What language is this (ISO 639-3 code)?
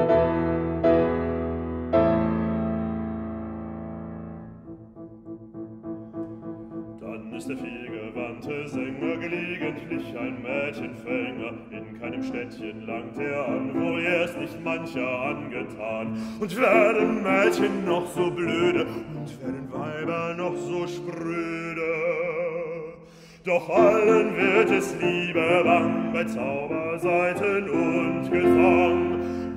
deu